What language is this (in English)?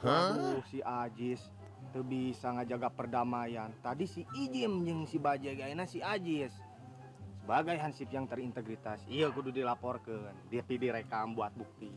Sundanese